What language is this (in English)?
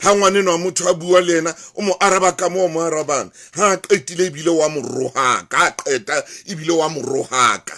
Southern Sotho